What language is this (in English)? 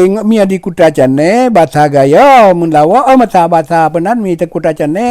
Achinese